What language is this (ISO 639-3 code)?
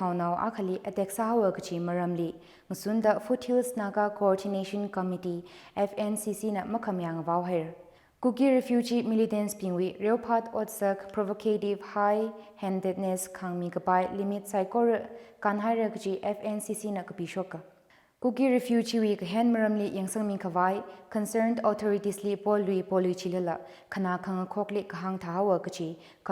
nmf